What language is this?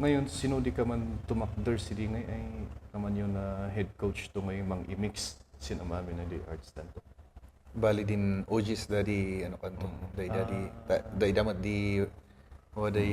Kankanaey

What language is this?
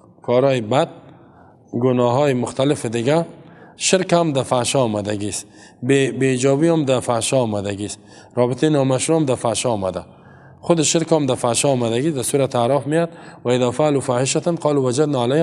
Persian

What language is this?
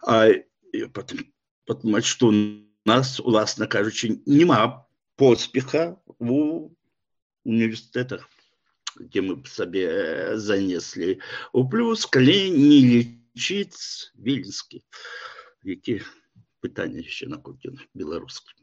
Belarusian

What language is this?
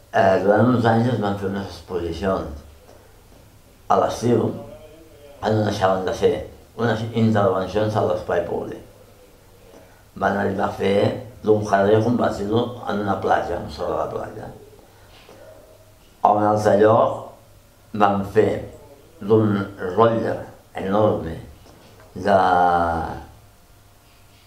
Catalan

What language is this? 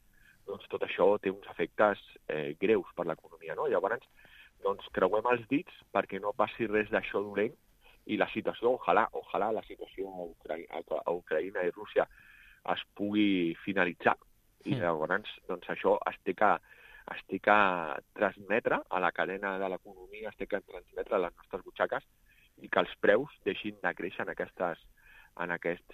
Catalan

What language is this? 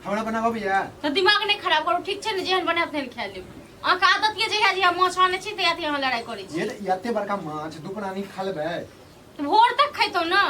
Maithili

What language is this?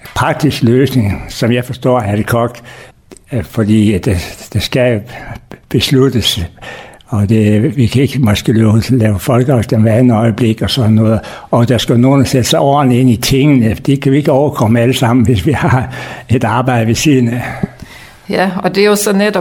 Danish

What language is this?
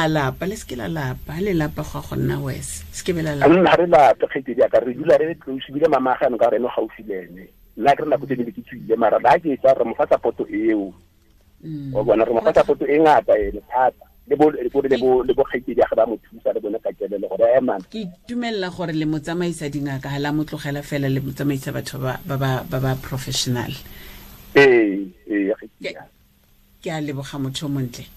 Tswana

